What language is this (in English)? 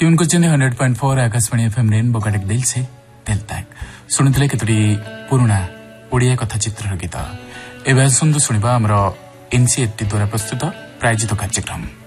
Odia